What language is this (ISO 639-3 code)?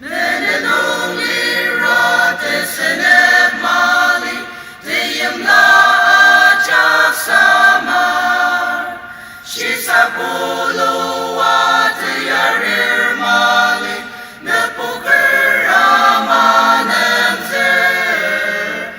njo